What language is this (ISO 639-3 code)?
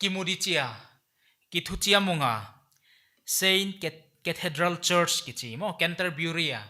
pck